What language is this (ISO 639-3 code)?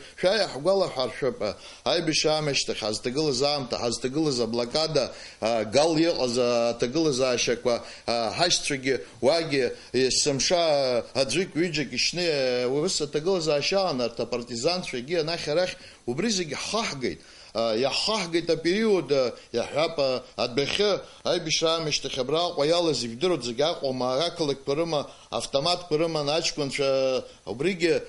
abk